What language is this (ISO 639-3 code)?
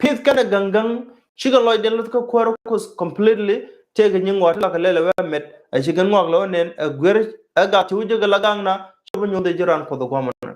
nus